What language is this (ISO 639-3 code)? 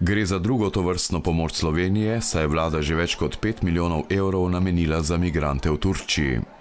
slv